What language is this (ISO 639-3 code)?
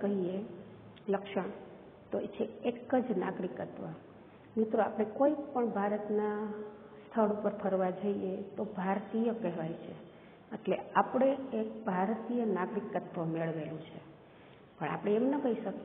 guj